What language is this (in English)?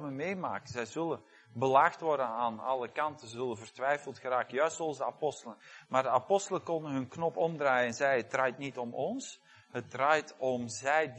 Dutch